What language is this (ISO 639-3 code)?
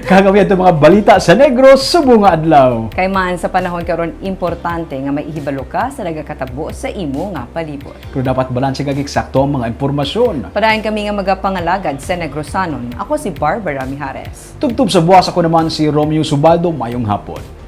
hil